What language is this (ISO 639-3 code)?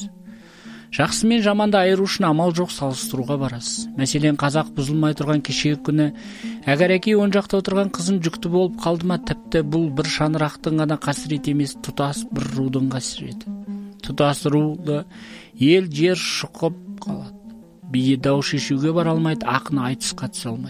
kaz